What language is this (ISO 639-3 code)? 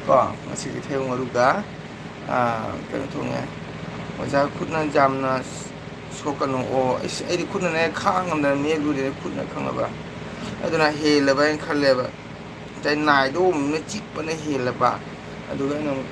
mni